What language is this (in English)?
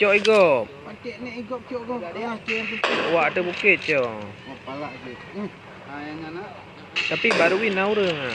Achinese